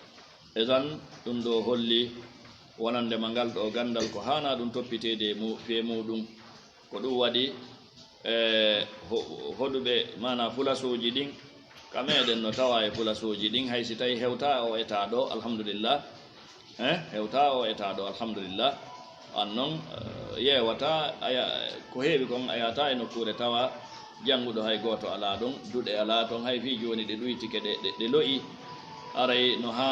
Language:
Fula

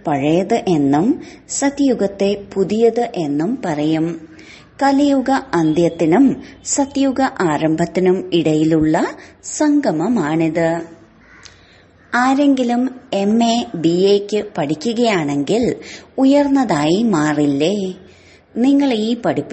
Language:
Malayalam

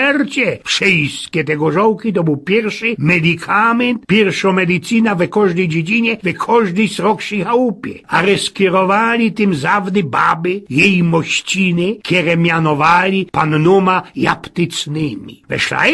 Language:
Silesian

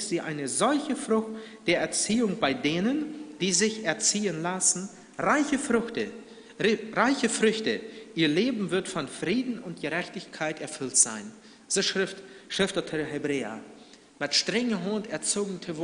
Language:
Plautdietsch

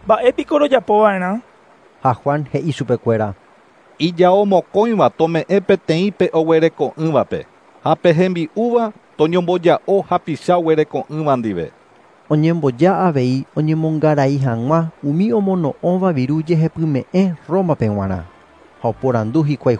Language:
Guarani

